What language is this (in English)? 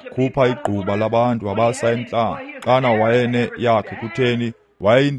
Xhosa